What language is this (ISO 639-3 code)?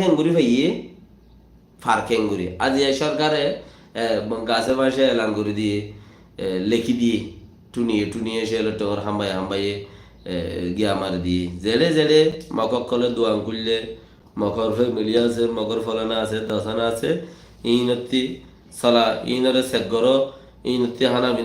rhg